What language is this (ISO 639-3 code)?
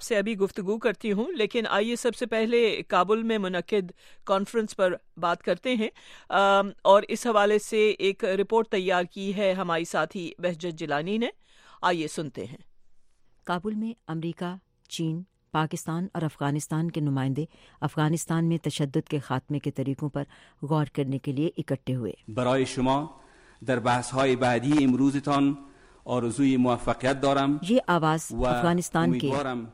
urd